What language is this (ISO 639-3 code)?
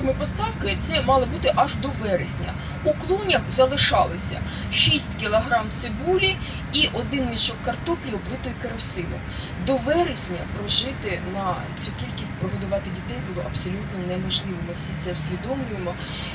ukr